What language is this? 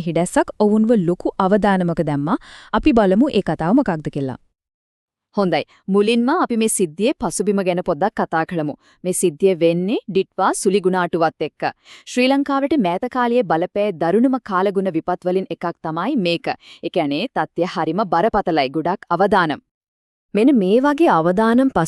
Sinhala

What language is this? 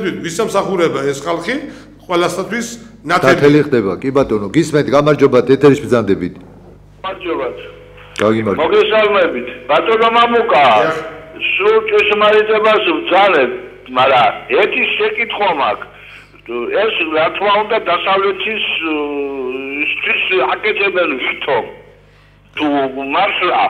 Georgian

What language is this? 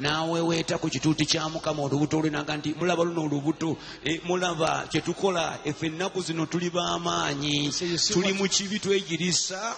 Ganda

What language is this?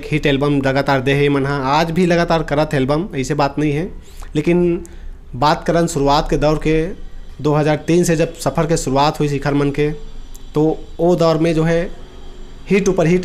Chhattisgarhi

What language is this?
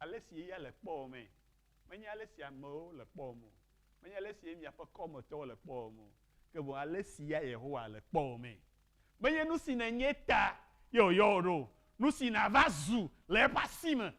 Ewe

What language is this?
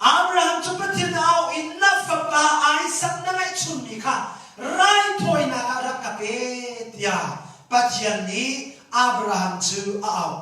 Hakha Chin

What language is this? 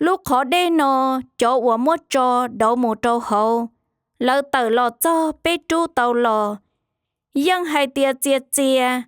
Hmong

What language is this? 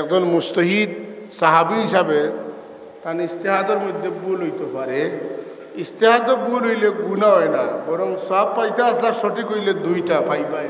Sylheti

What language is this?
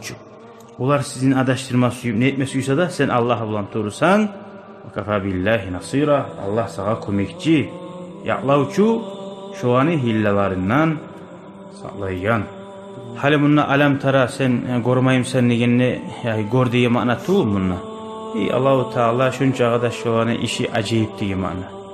Kumyk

